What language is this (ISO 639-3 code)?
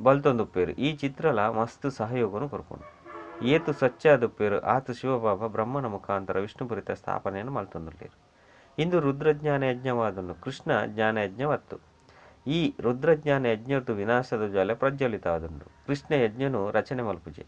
tcy